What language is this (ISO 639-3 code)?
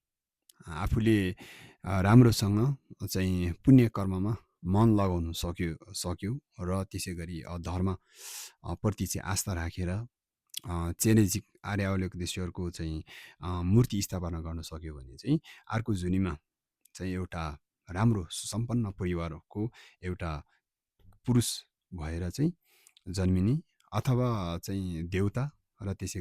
nep